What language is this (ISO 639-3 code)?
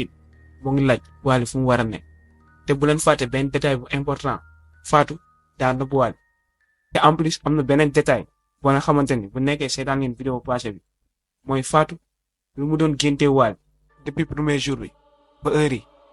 wol